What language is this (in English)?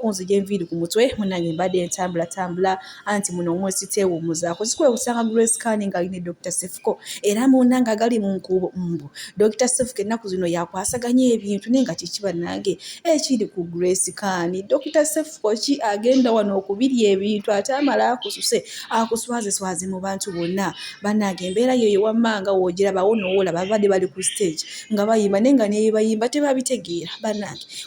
Ganda